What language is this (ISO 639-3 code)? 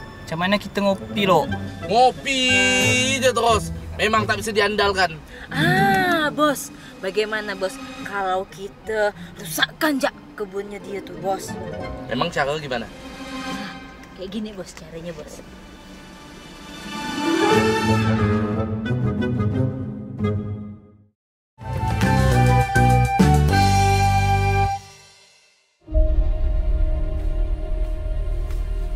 msa